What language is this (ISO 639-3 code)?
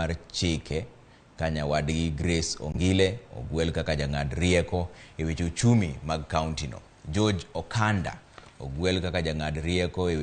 luo